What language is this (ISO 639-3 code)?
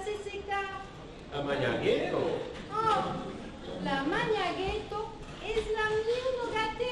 oci